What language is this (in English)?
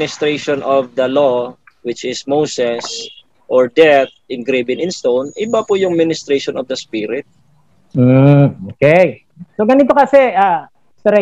Filipino